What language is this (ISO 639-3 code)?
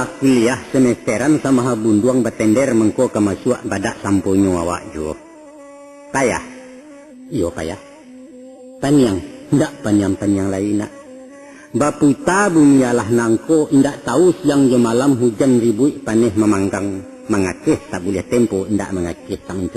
min